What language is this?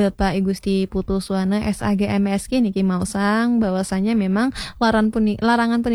Balinese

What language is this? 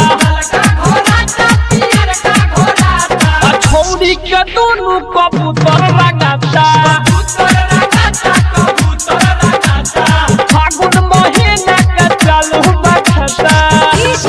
Bhojpuri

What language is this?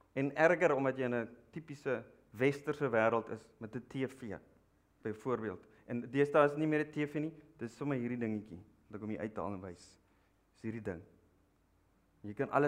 Afrikaans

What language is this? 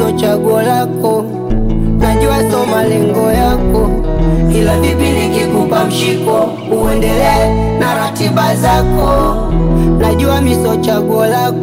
Swahili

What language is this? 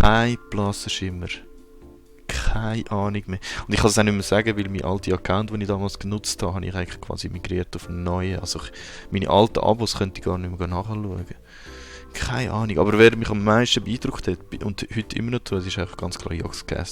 Swiss German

